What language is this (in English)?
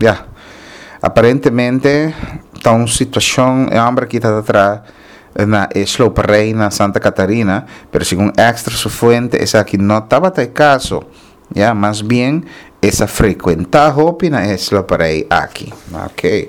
Papiamento